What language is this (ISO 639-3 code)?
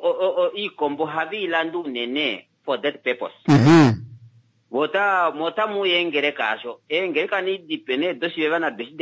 kua